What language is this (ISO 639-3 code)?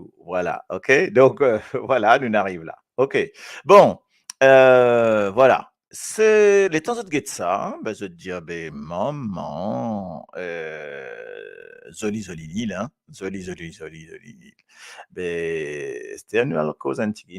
mfe